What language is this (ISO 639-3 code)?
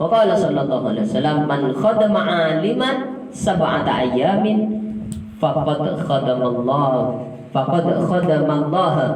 mad